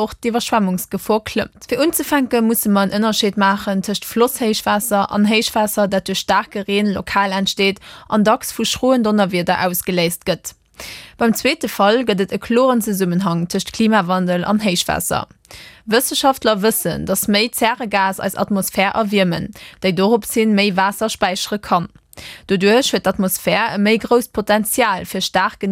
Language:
Luxembourgish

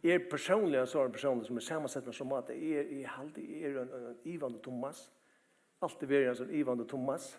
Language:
Faroese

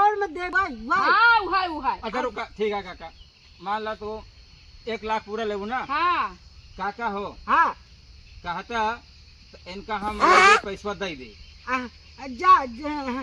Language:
Awadhi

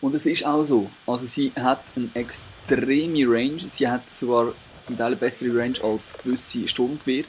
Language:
Swiss German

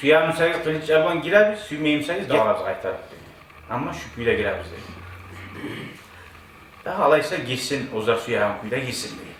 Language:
Kumyk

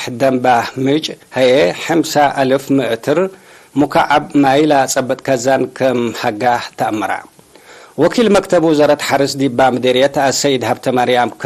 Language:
Tigre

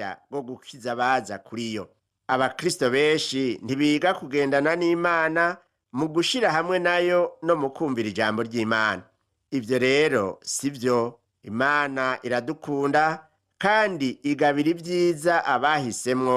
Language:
Rundi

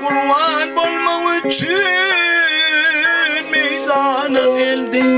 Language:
Turkmen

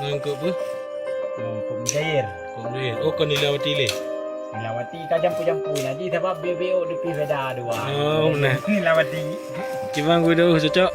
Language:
Achinese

